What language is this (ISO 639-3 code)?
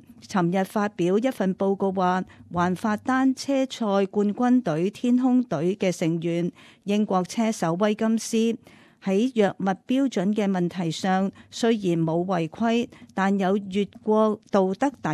yue